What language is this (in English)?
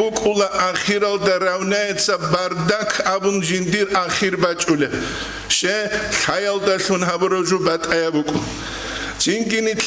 Avaric